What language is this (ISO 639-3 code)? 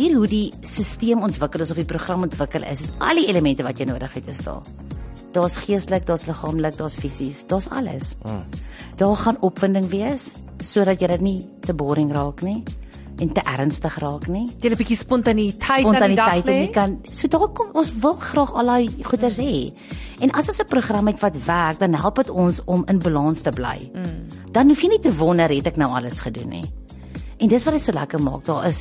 afr